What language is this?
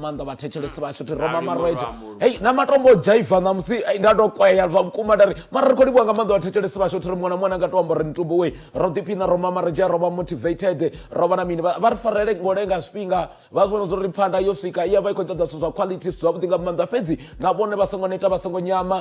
Venda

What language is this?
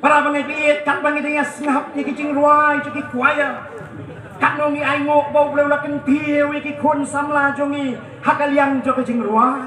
Khasi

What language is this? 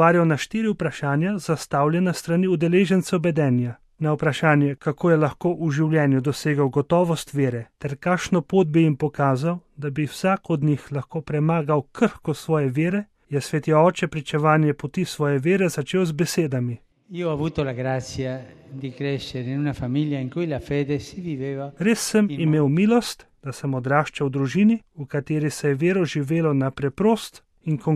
Slovenian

